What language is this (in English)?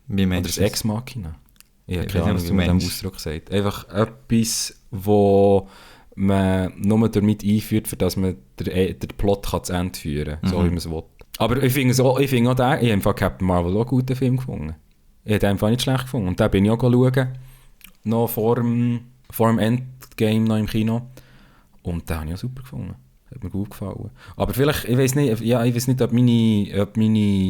Swiss German